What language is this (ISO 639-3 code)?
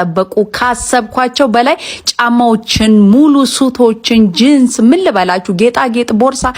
amh